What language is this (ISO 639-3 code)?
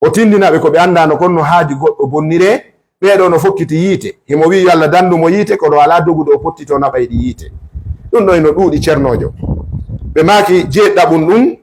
ful